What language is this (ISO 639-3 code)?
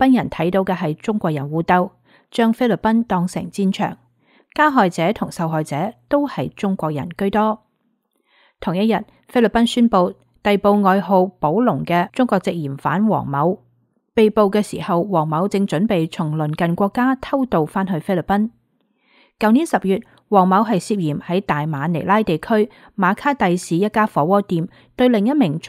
yue